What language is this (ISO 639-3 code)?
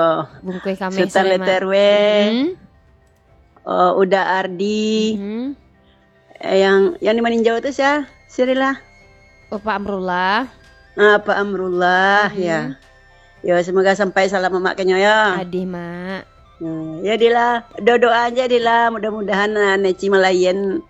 ind